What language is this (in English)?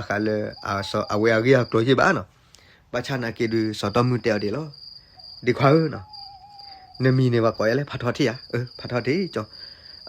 S'gaw Karen